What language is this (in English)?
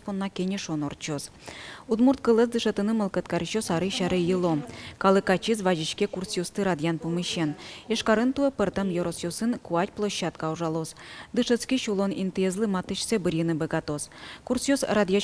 Udmurt